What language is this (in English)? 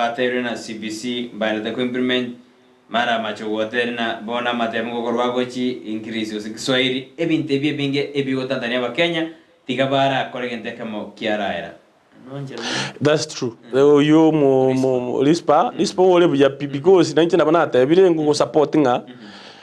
Gusii